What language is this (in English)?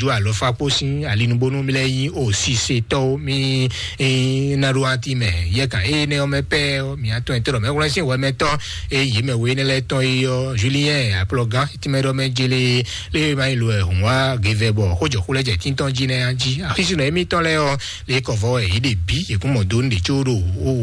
Fon